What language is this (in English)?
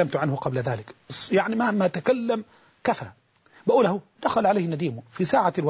Arabic